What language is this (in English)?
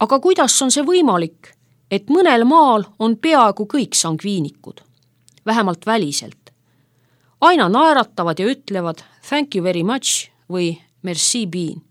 Estonian